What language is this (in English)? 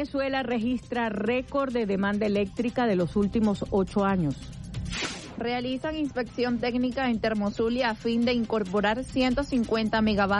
Spanish